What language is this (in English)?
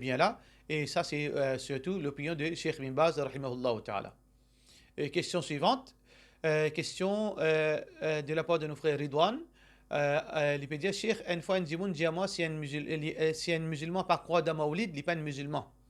Morisyen